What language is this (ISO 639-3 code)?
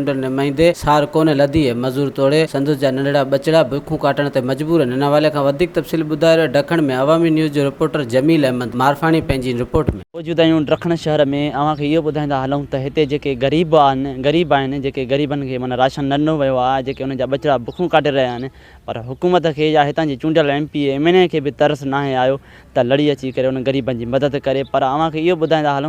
snd